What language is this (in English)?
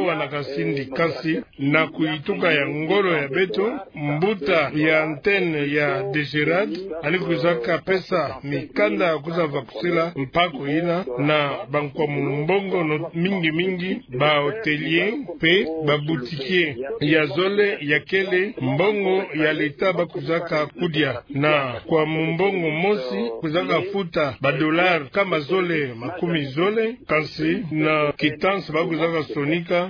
Kituba (Democratic Republic of Congo)